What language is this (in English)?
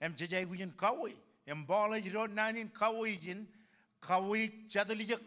Marshallese